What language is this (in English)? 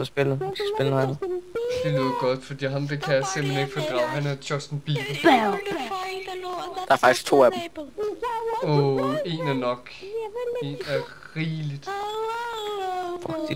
Danish